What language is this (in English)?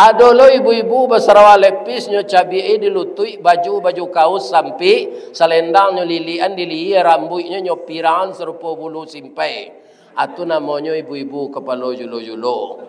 Minangkabau